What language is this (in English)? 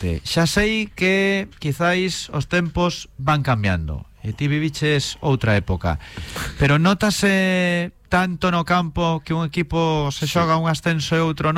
Galician